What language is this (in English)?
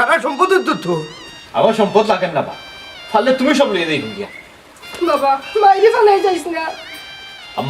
Sylheti